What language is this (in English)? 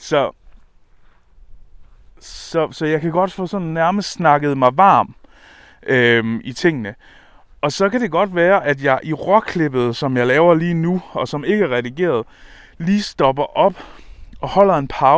Danish